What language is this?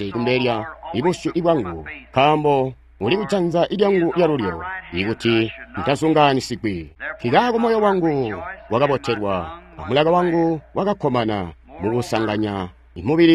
Tonga (Zambia)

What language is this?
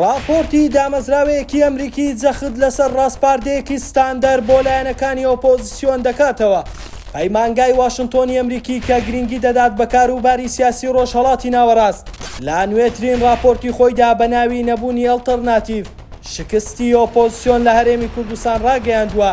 Central Kurdish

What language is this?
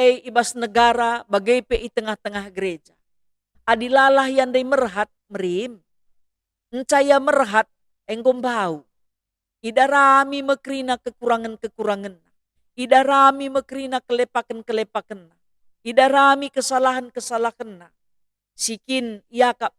Batak Karo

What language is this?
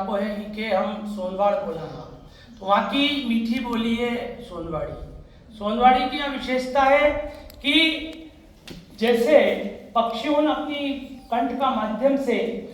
Rajasthani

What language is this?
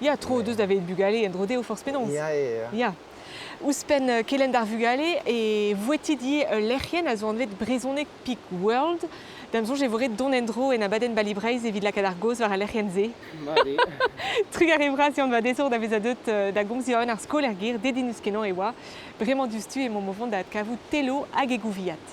Breton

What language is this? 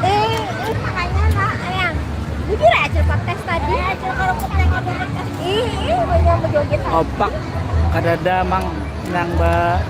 Banjar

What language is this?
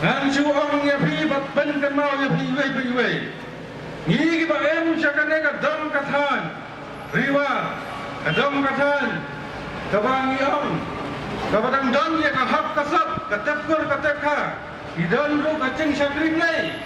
Khasi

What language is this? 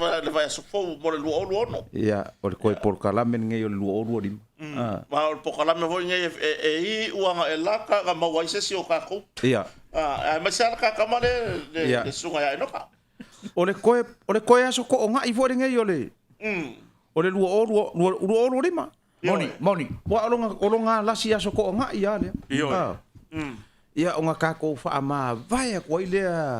Samoan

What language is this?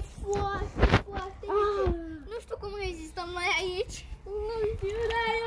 Romanian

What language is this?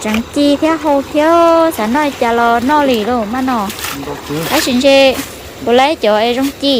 Hmong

